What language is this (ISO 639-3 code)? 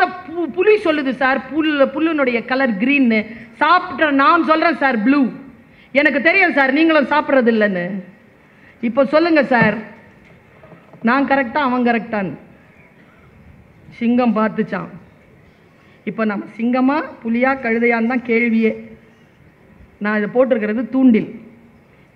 tam